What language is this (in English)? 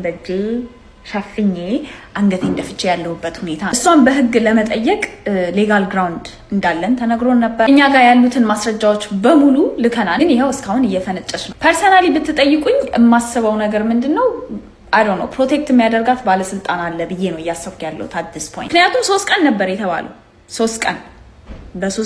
Amharic